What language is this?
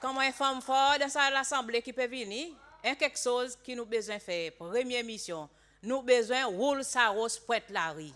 Seselwa Creole French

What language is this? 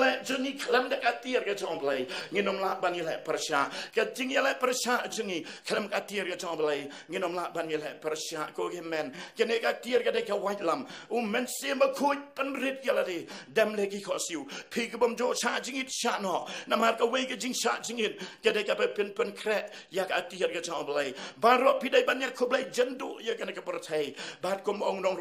Khasi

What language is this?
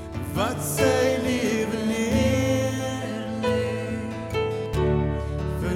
Afrikaans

